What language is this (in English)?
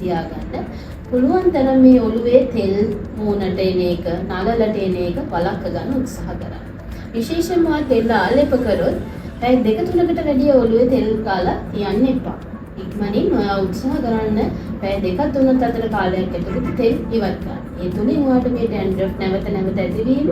Sinhala